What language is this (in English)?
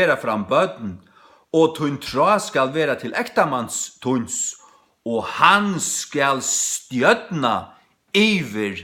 Faroese